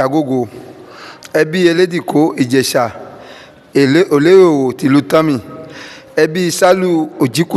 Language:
Yoruba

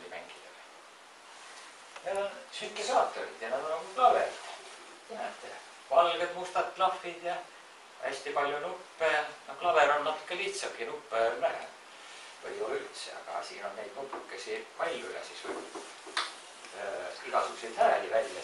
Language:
Estonian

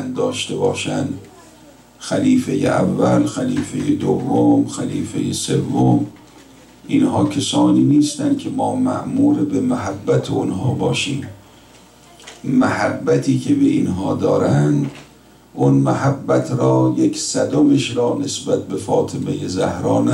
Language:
Persian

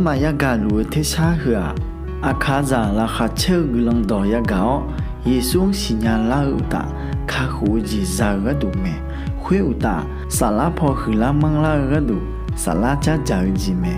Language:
Akha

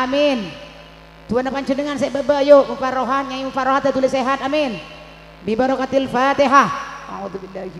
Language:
Madurese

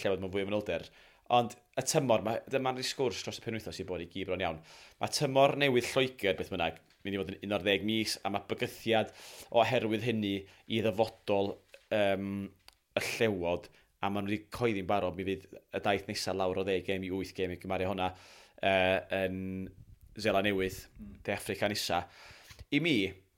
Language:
Welsh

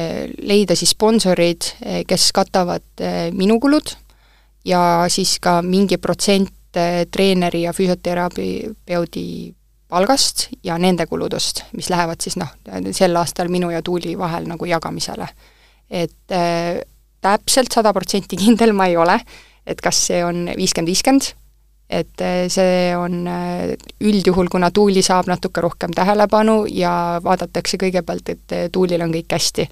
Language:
Estonian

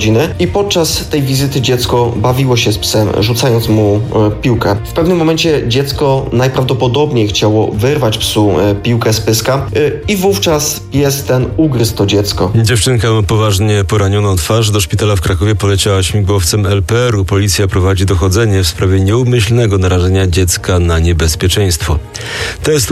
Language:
Polish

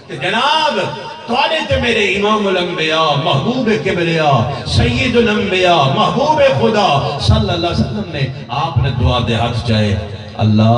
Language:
Saraiki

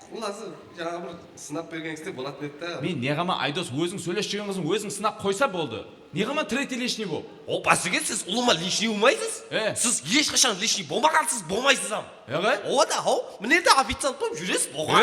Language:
Kara-Kalpak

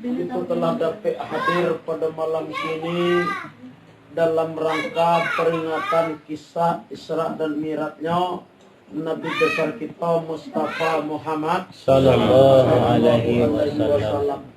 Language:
Minangkabau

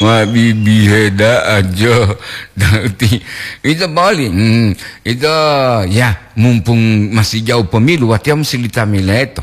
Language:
Gorontalo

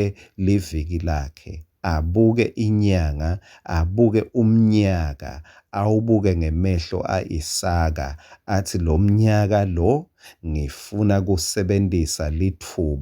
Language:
Swati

